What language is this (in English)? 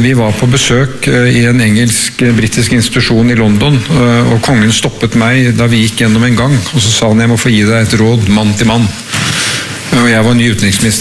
Norwegian